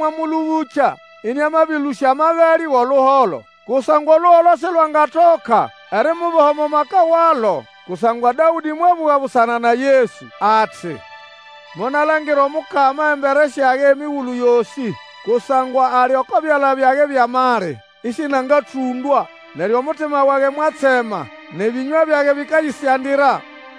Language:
Nande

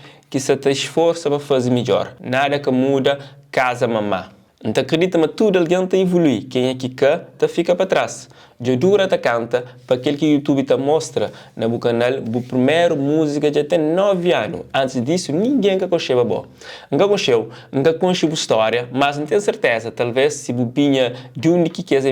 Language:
Kabuverdianu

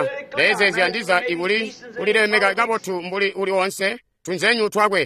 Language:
Tonga (Zambia)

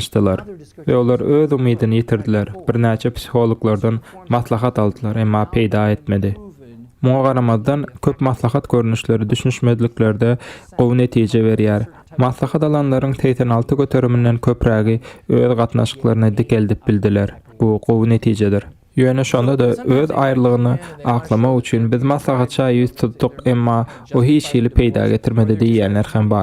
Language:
Turkmen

